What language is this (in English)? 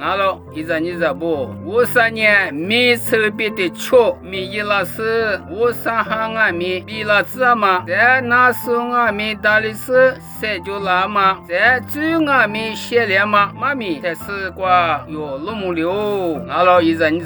Lisu